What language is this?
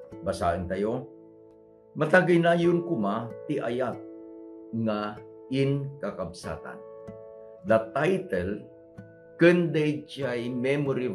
Iloko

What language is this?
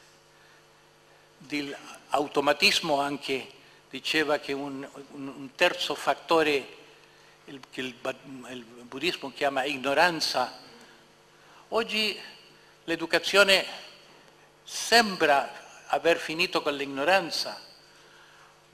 Italian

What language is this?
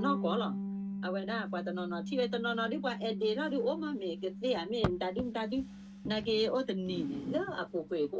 S'gaw Karen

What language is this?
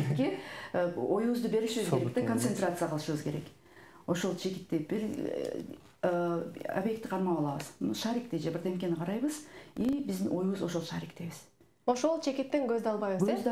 Kyrgyz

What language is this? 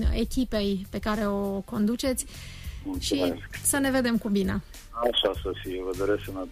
Romanian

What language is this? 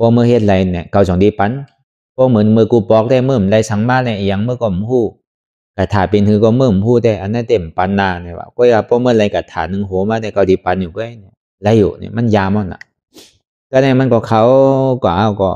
Shan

